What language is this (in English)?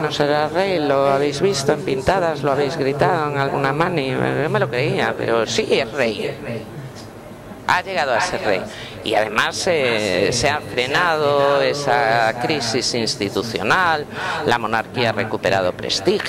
Spanish